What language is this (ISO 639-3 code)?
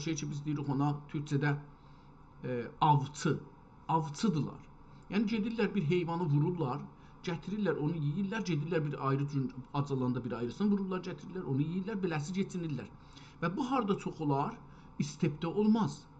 azb